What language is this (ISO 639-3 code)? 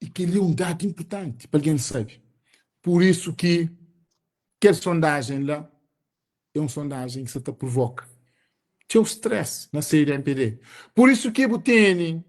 kea